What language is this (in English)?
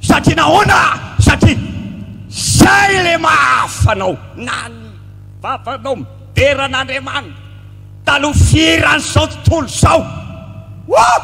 Malagasy